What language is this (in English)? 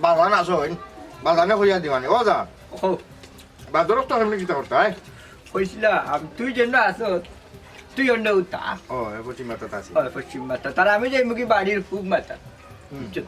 Sylheti